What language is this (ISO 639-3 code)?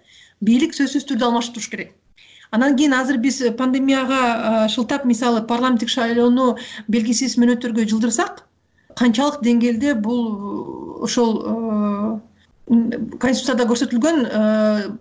kir